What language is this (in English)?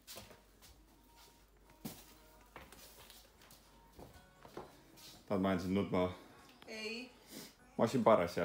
Estonian